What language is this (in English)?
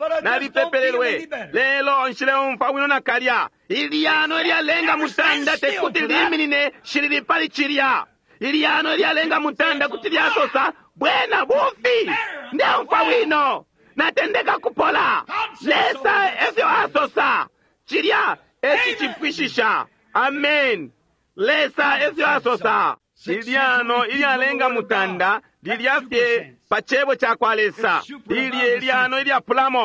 Bemba